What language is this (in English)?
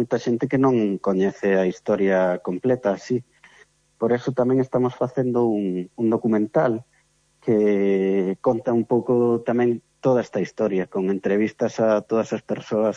Galician